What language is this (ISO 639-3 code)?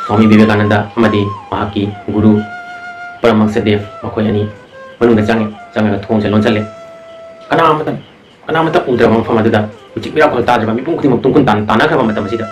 mni